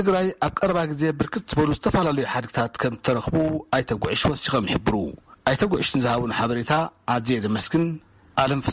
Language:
Tigrinya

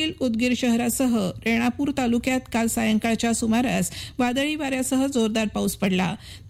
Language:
Marathi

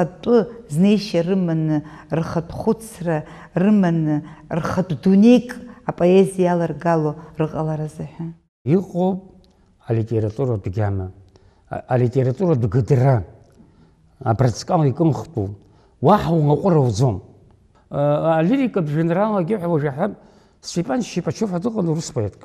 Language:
Abkhazian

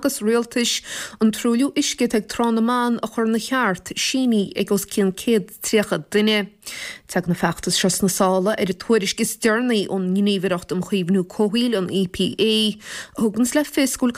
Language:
Irish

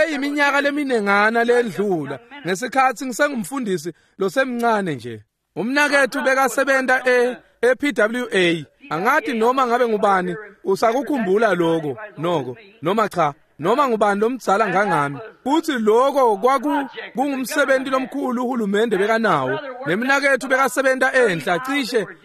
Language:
Swati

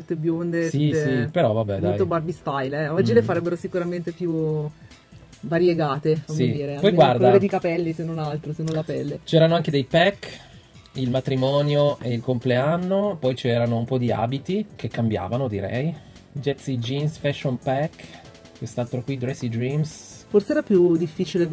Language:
Italian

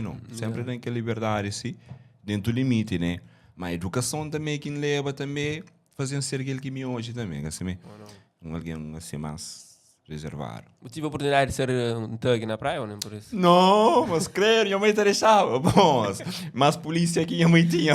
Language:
Kabuverdianu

